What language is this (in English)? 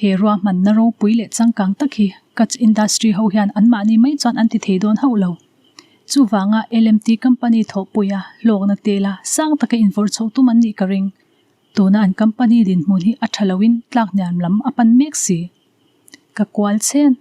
Mizo